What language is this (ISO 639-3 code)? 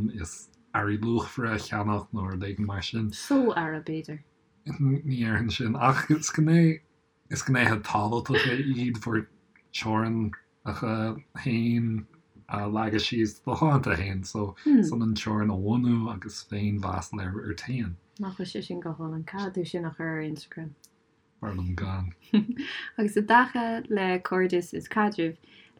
gle